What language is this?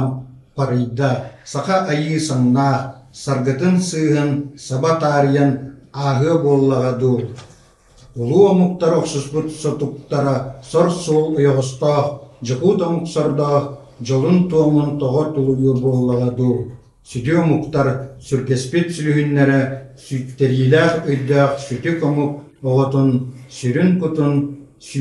Yakut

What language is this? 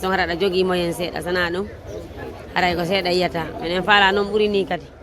Fula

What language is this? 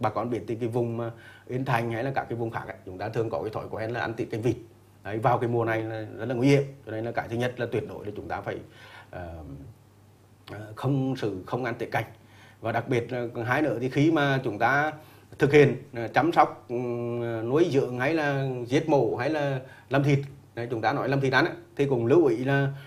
Vietnamese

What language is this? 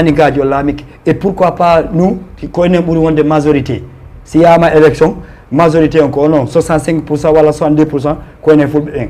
Fula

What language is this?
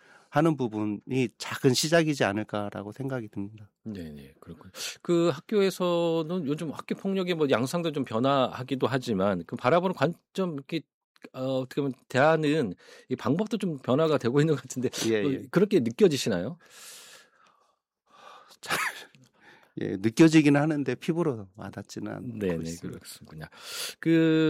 Korean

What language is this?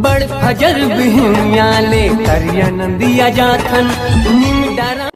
Chhattisgarhi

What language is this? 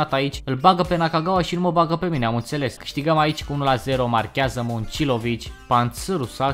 Romanian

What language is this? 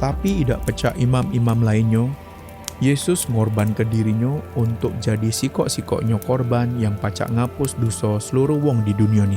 Musi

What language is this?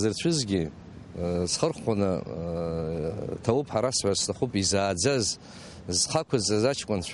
Abkhazian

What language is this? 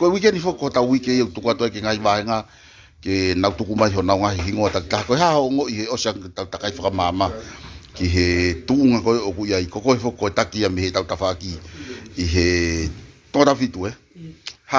Tongan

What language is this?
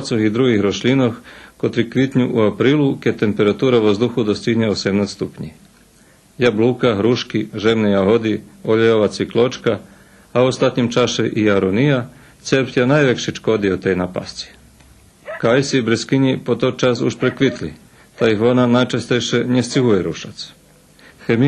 Rusyn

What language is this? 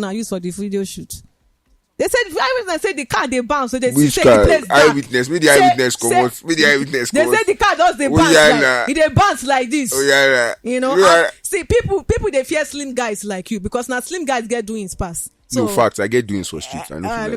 Nigerian Pidgin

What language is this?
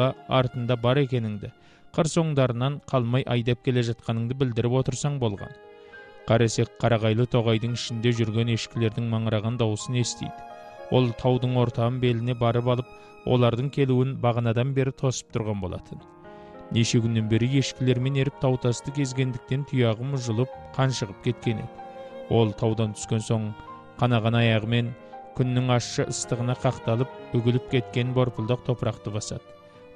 Kazakh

